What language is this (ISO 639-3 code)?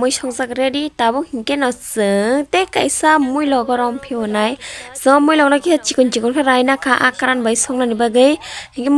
trp